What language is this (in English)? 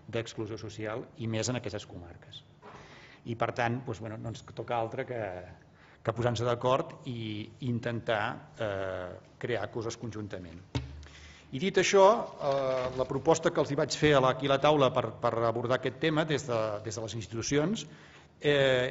Catalan